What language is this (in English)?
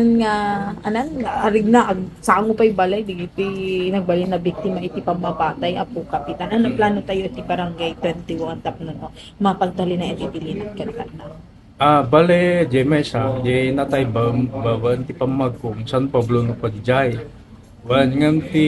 Iloko